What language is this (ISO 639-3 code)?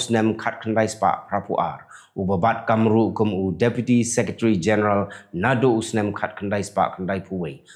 kha